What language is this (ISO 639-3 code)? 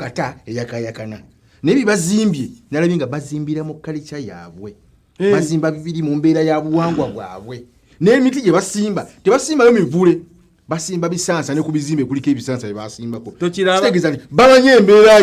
lug